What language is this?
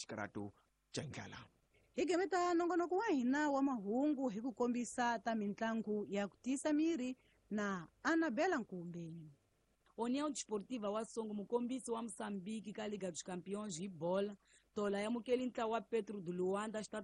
Tsonga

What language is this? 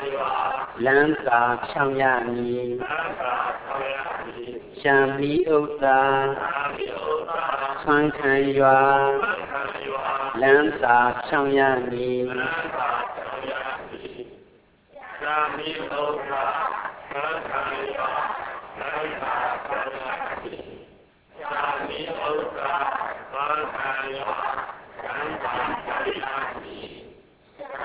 Burmese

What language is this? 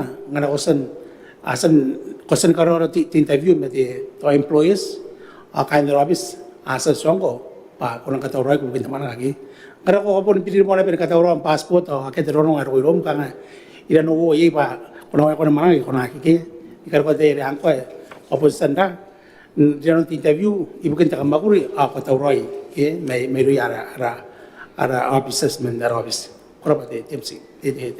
Gilbertese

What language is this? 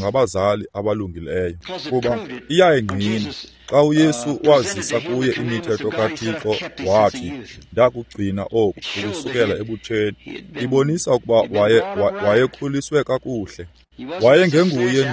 Xhosa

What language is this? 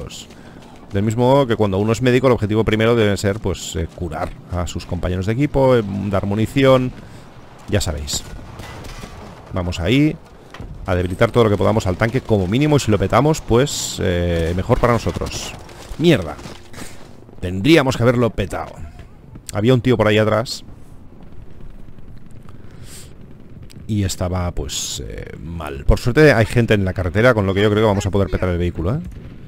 Spanish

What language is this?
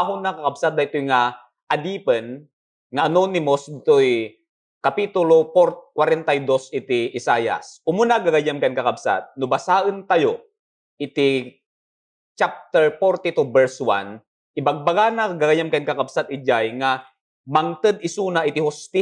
Iloko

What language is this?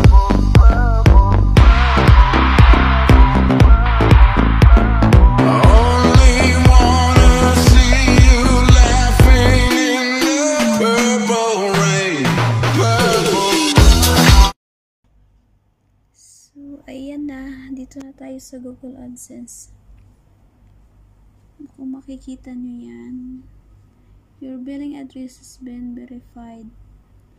Filipino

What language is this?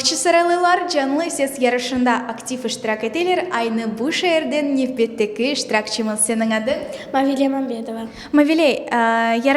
Crimean Tatar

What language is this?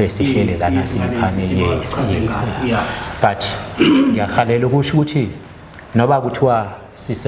Zulu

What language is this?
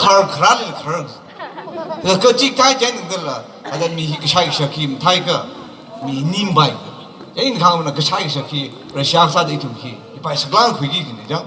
Tangkhul Naga (India)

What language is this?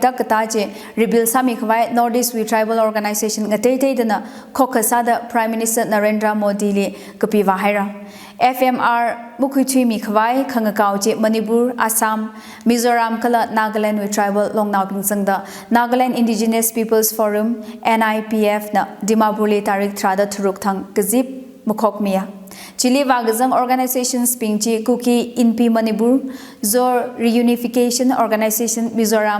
Tangkhul Naga (India)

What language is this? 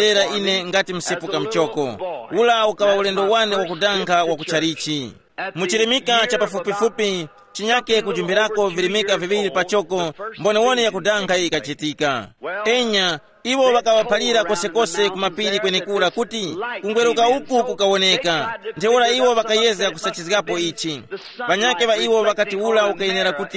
Tumbuka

